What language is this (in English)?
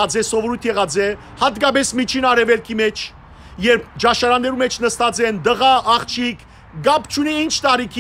Western Armenian